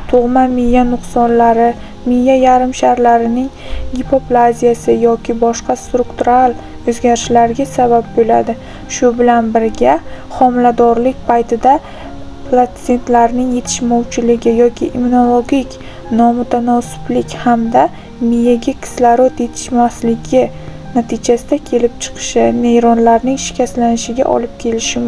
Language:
Uzbek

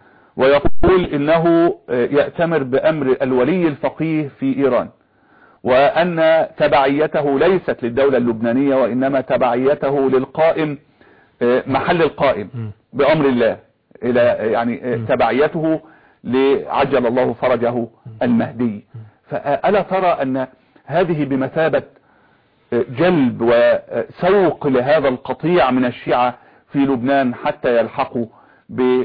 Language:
Arabic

